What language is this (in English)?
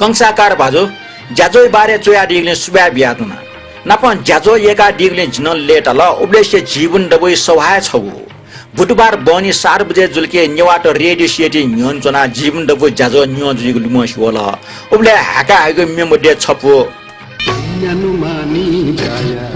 Newari